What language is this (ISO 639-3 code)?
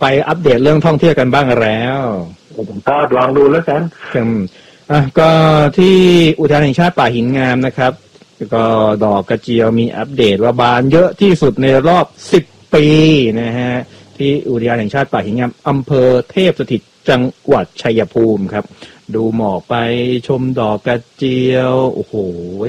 tha